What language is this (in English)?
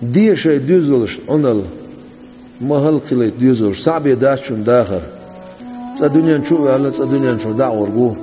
Chechen